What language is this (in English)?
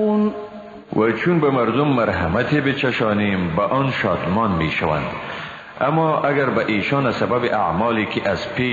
Persian